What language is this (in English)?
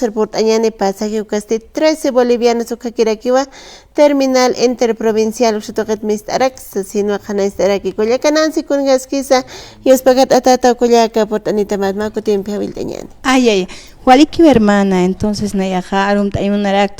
Aymara